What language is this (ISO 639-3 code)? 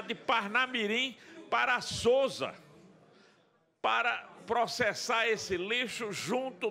por